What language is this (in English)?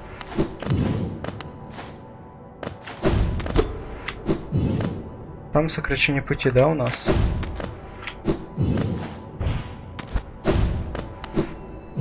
Russian